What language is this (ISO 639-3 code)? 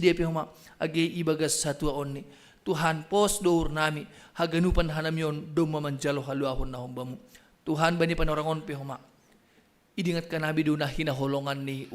bts